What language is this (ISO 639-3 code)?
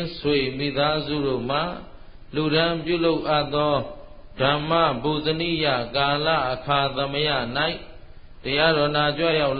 mya